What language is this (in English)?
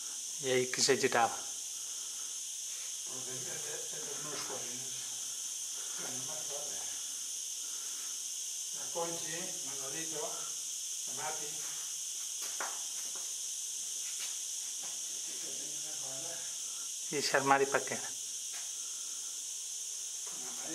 Catalan